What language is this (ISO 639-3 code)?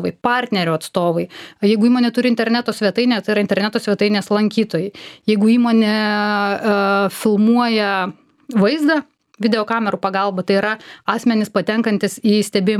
lit